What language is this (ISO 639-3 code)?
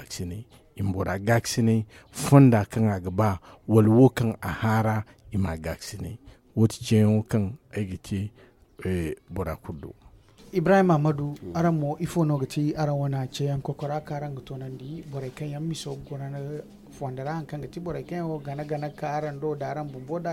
dje